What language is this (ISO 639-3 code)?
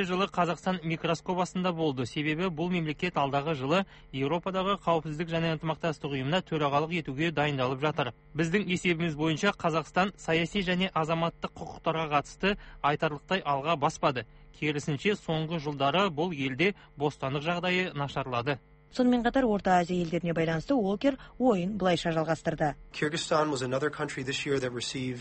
kaz